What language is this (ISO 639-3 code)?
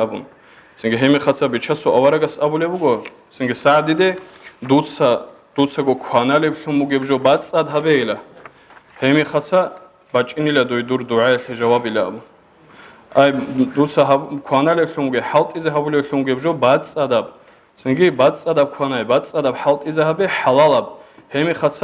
ava